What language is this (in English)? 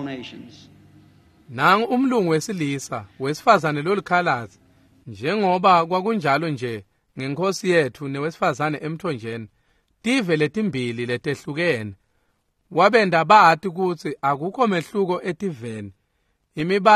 Swati